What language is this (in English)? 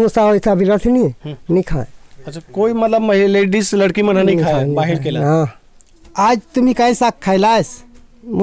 Chhattisgarhi